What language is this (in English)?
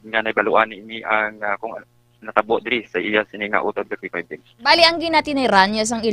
Hiligaynon